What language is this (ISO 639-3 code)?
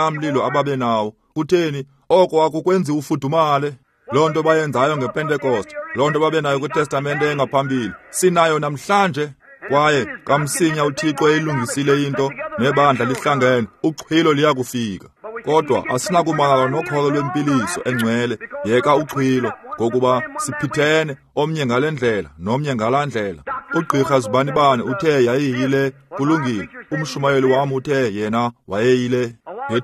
xho